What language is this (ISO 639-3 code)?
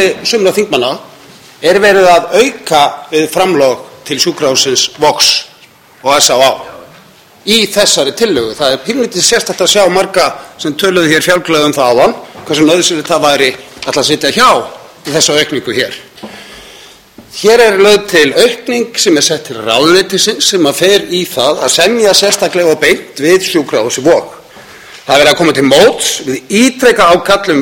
isl